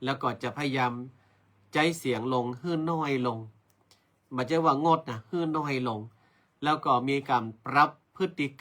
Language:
Northern Thai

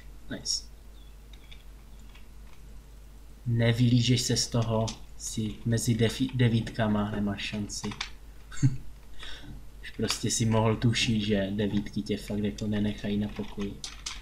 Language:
Czech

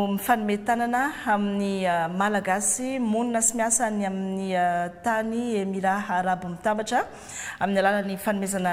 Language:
Malagasy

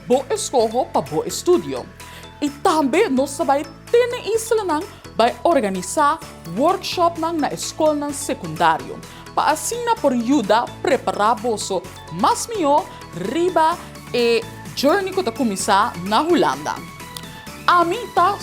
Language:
Papiamento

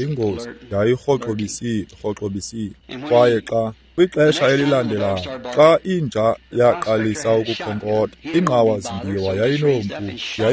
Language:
Xhosa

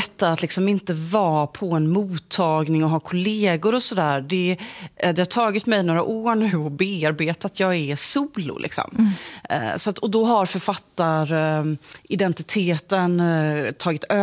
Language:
Swedish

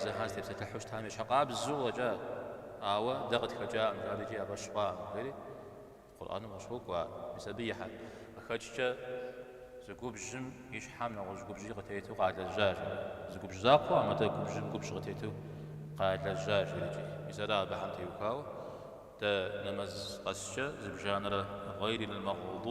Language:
Kabardian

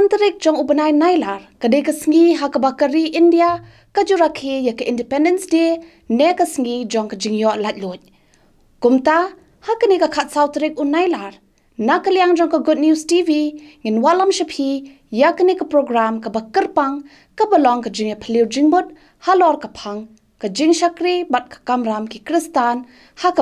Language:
Khasi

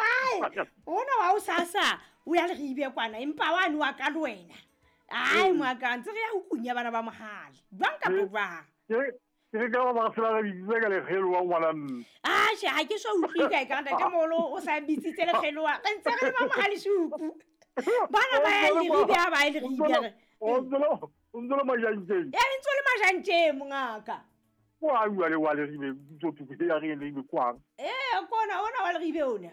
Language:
Southern Sotho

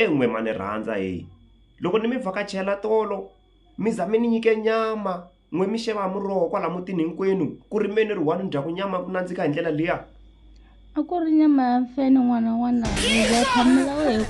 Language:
Tsonga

